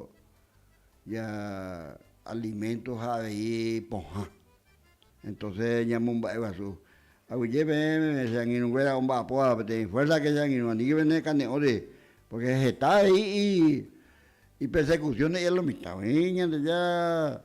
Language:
Guarani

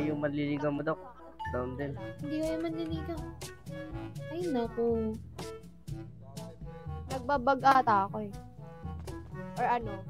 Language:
Filipino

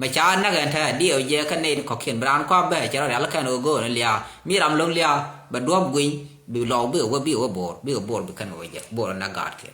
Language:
Nuer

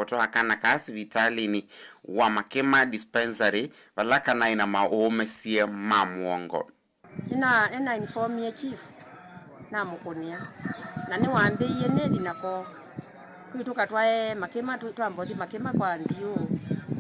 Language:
Kamba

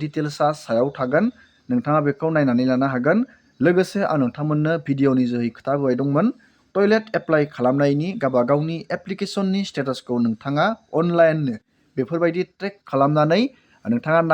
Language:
Bodo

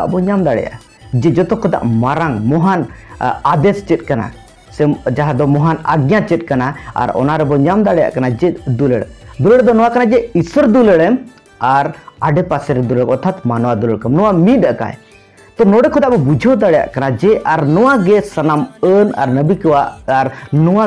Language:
Santali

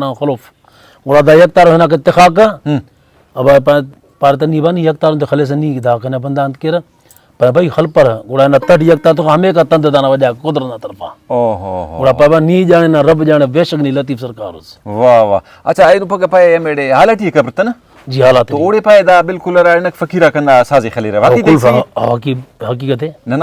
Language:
Brahui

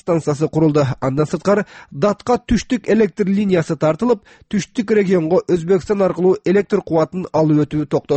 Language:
Kyrgyz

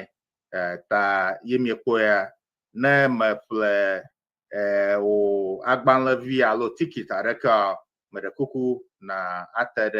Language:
Ewe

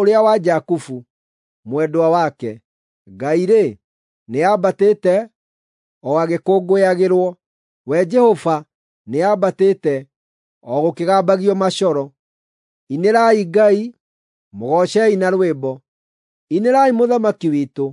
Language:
Kikuyu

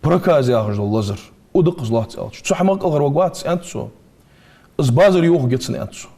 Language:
Ingush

